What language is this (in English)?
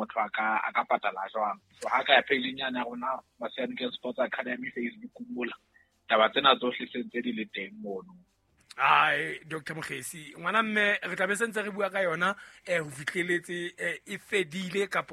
Southern Sotho